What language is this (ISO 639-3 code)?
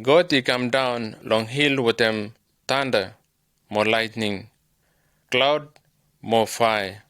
bis